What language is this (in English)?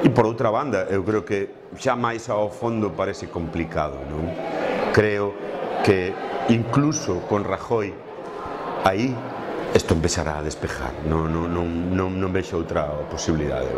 Galician